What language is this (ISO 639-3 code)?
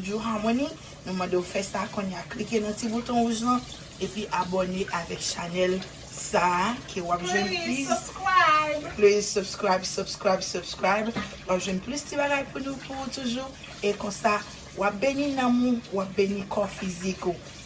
hat